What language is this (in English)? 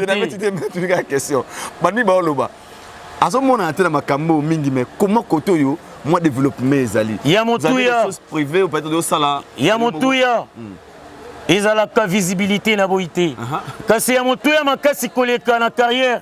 Lingala